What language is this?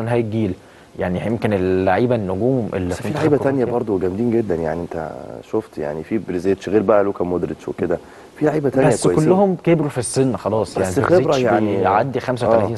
Egyptian Arabic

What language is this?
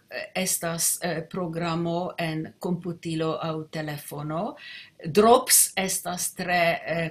Esperanto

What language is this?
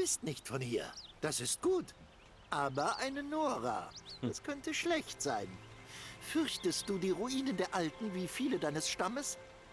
Swiss German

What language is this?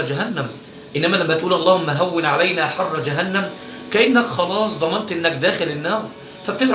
Egyptian Arabic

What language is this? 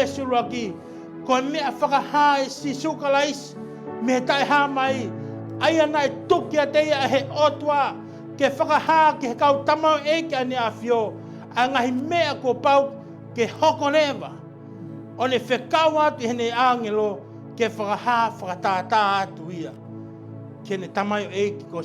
Tongan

